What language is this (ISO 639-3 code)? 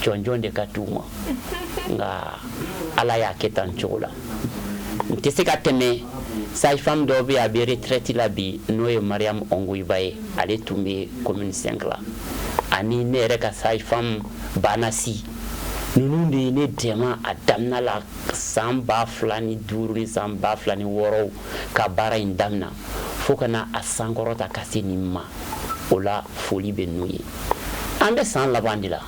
bam